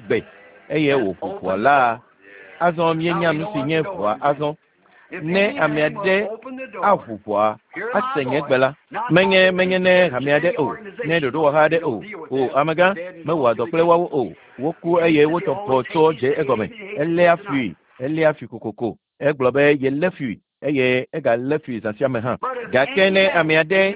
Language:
Ewe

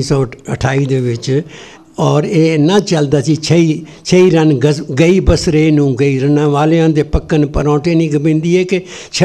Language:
Punjabi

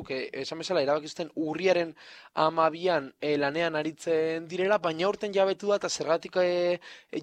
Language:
Basque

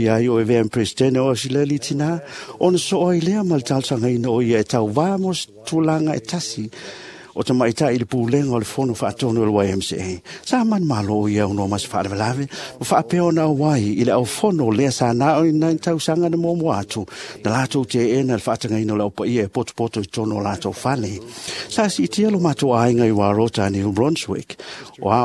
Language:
Samoan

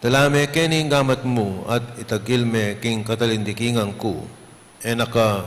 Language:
Pampanga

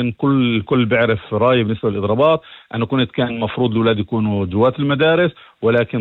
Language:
North Levantine Arabic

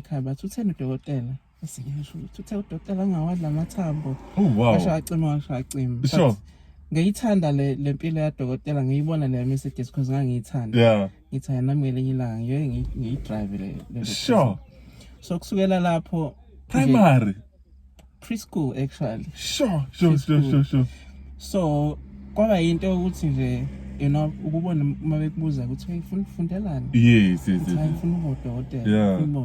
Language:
Zulu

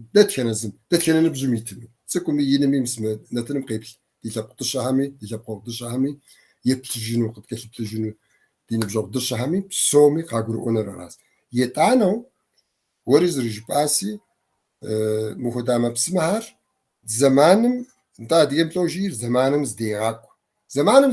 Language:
Kabardian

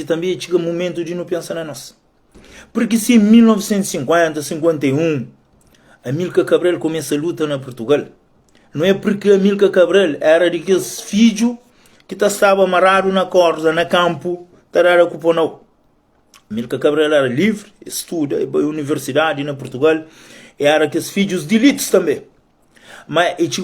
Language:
Kabuverdianu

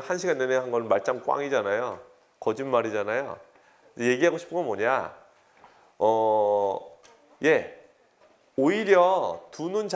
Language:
Korean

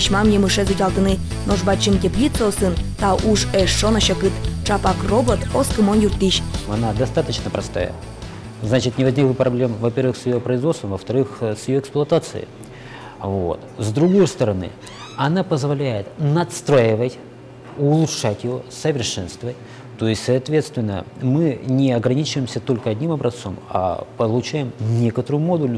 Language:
Udmurt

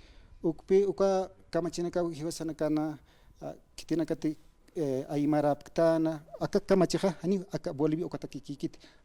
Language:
Aymara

